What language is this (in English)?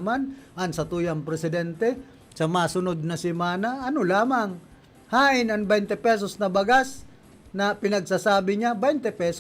Bikol